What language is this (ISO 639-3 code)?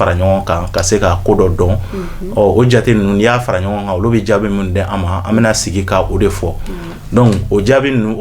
bam